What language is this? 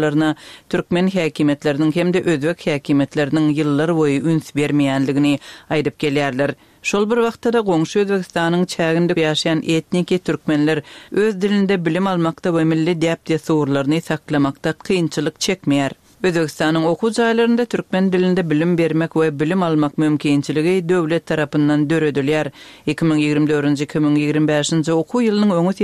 Turkmen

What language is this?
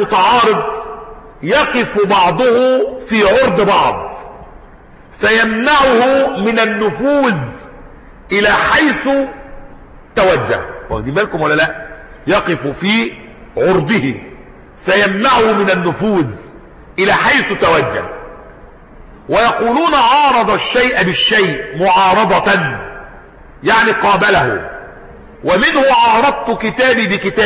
Arabic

